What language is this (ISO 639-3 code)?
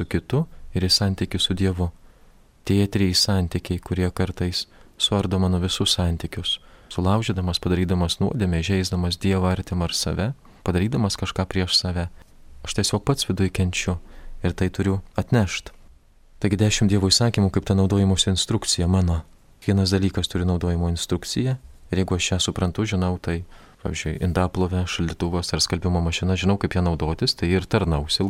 lit